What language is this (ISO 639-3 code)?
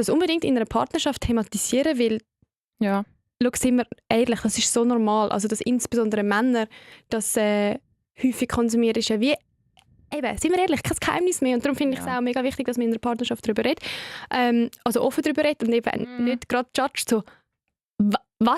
gsw